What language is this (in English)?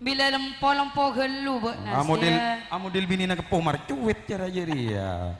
Madurese